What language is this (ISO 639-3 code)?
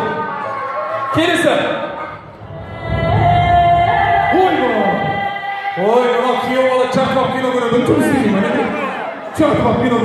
kaz